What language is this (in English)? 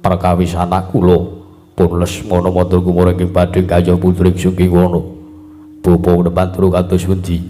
Javanese